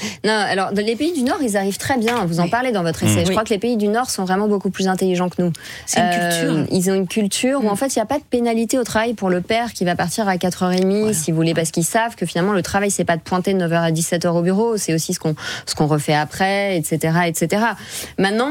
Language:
French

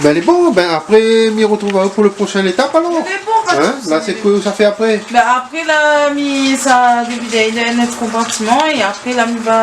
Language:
Réunion Creole French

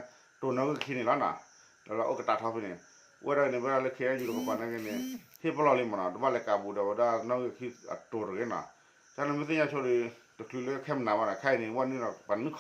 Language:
S'gaw Karen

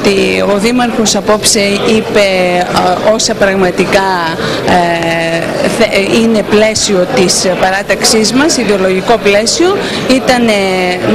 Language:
Greek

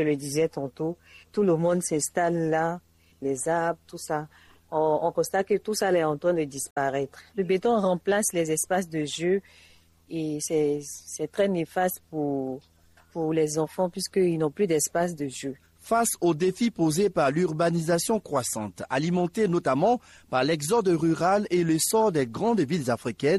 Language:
French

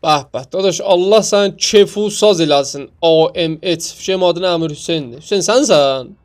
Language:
South Azerbaijani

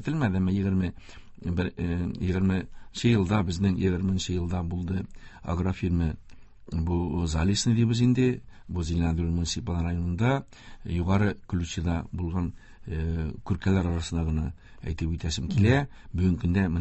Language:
Tatar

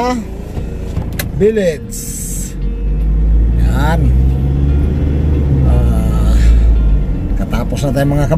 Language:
Filipino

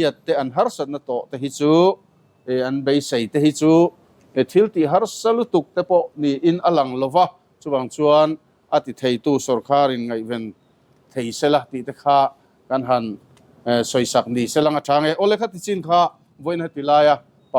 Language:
Mizo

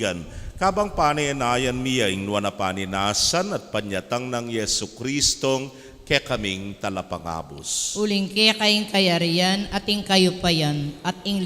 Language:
Pampanga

